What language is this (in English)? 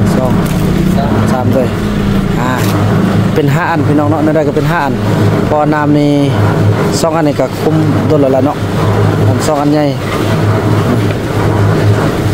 Thai